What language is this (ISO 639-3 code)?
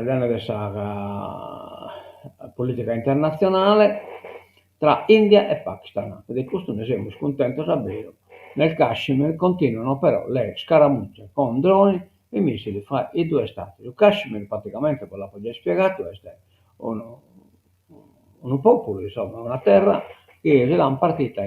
srd